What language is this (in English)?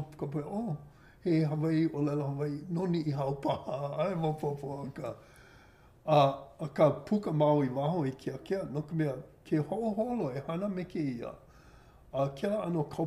Hawaiian